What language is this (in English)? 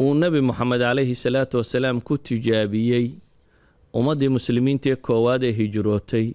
Somali